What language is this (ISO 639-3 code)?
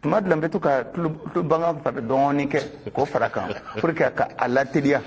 bam